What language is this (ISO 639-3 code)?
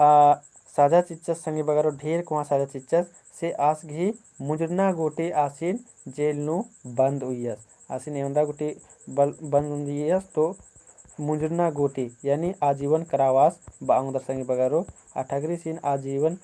kru